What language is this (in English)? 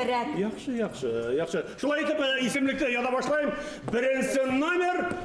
Bashkir